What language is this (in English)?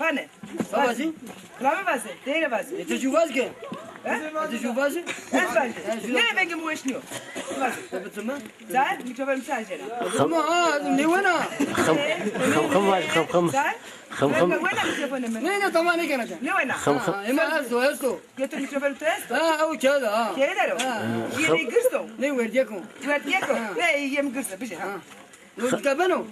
Zaza